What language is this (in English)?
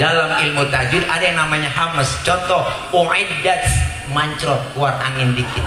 Betawi